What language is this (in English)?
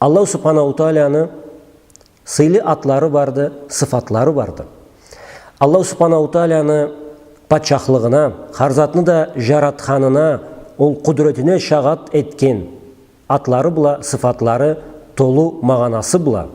Karachay-Balkar